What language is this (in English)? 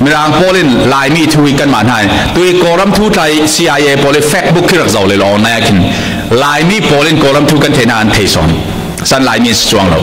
Falam Chin